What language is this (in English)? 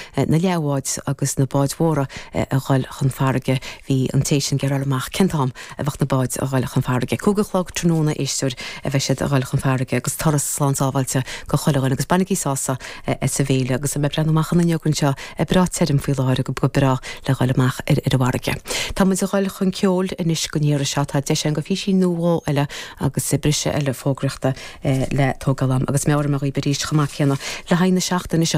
Irish